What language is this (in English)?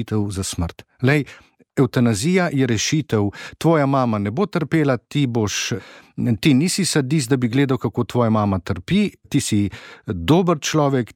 Slovenian